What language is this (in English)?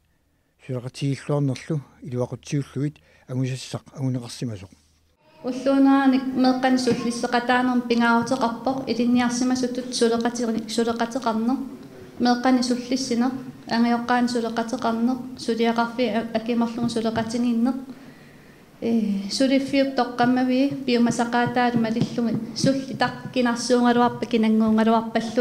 Kalaallisut